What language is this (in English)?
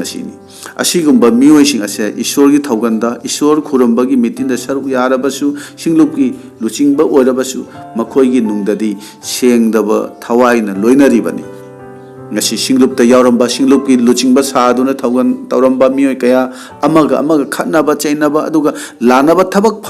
Manipuri